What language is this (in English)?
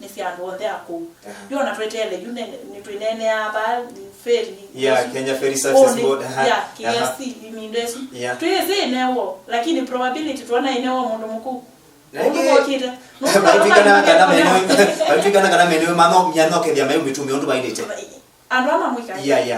Kamba